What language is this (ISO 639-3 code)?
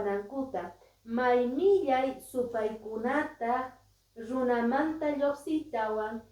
que